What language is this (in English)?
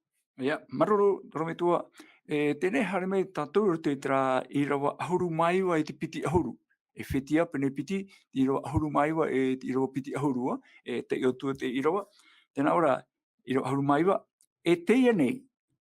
Tahitian